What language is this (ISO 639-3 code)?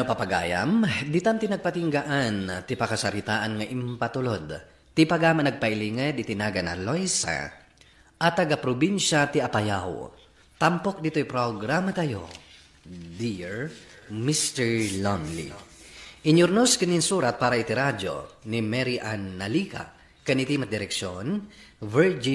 ilo